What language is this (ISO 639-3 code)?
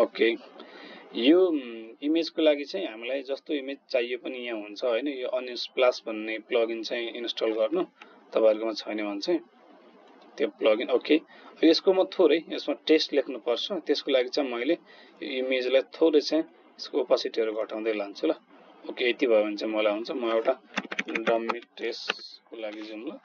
nep